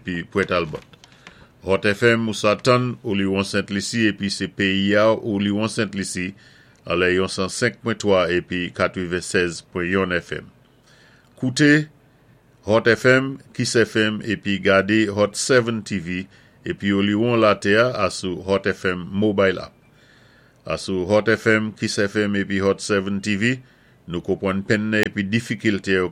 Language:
Saint Lucian Creole French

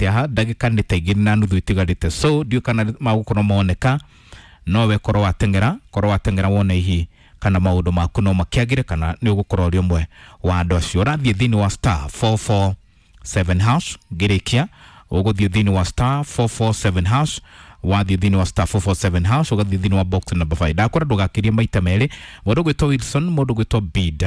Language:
Kikuyu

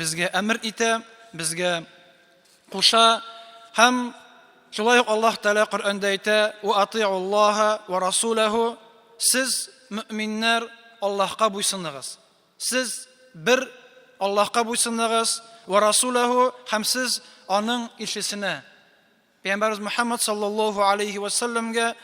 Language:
Tatar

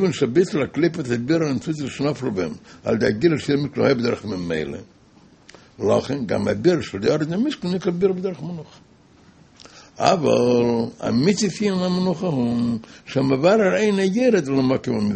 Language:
Hebrew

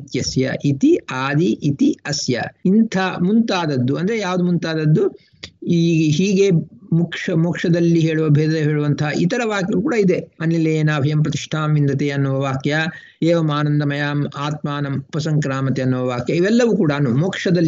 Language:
Kannada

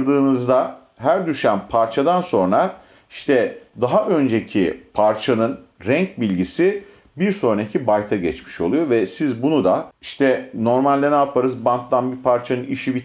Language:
Turkish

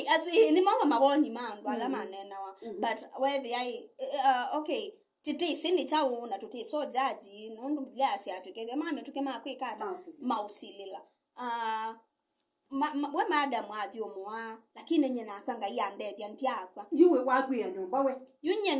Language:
Kamba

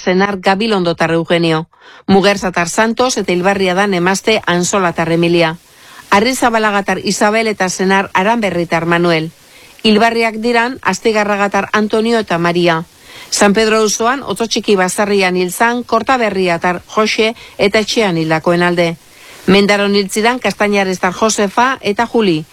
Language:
Basque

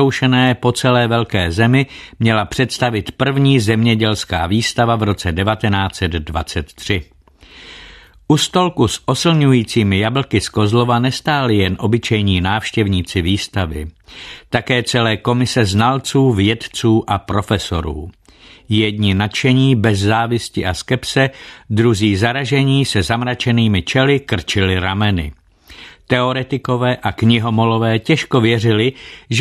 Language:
Czech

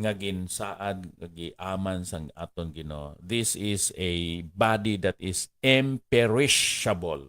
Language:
Hiligaynon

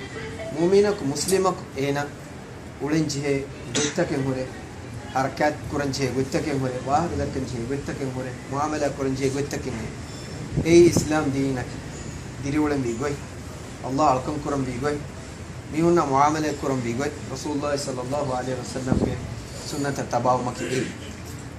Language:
Divehi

